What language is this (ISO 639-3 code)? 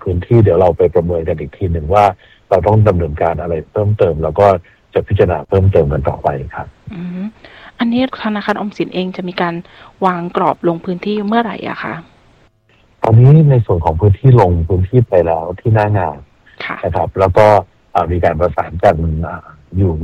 tha